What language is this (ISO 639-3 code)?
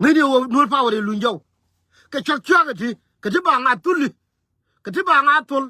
nus